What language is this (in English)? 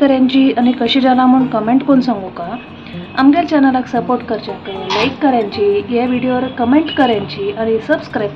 Konkani